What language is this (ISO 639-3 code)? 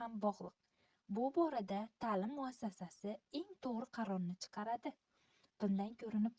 uzb